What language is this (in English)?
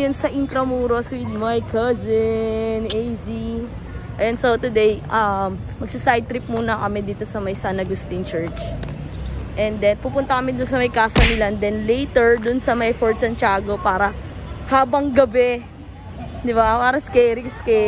Filipino